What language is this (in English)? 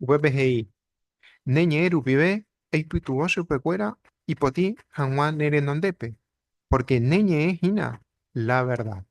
Guarani